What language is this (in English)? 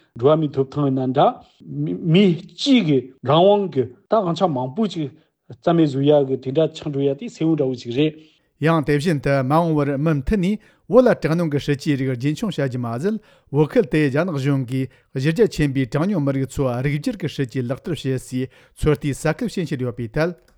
Tibetan